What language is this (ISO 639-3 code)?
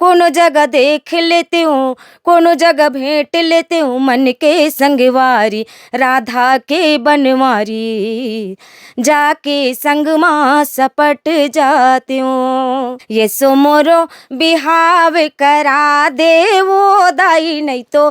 hne